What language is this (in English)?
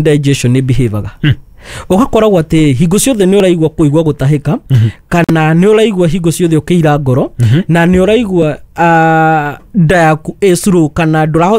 Kikuyu